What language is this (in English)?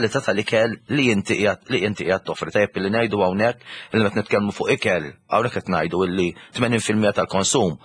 Maltese